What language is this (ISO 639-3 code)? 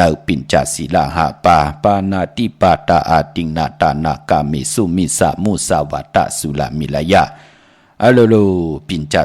shn